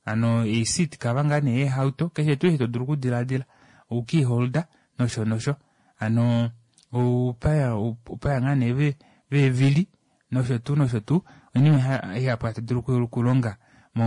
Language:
Kuanyama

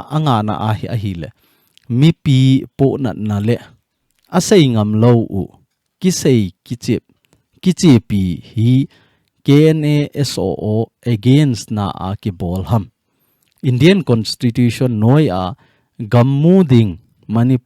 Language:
Thado Chin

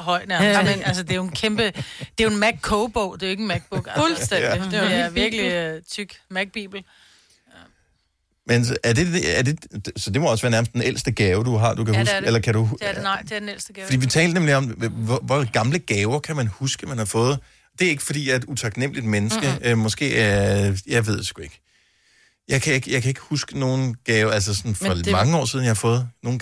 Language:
Danish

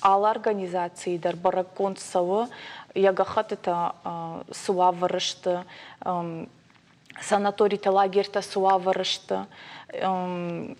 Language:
Ossetic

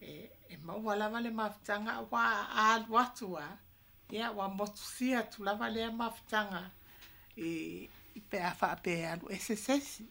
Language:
Samoan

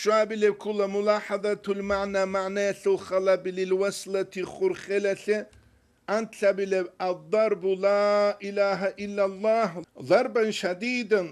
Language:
Avaric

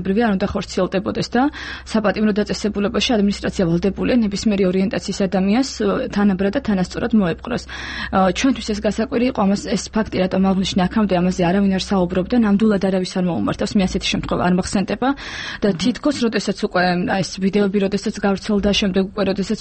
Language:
Georgian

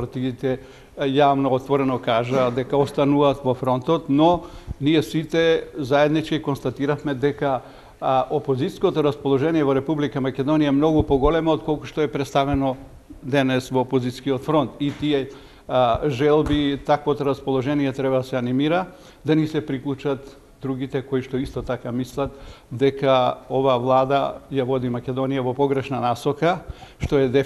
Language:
Macedonian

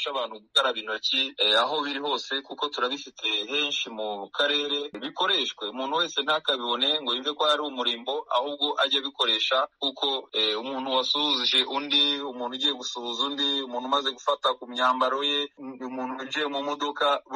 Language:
Kinyarwanda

